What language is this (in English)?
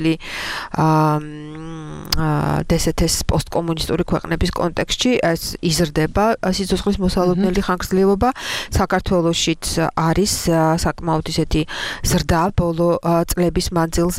Georgian